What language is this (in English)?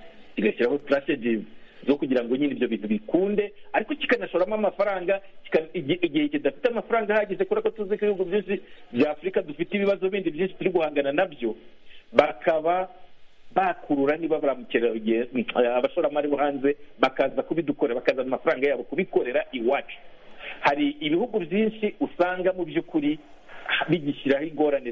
Kinyarwanda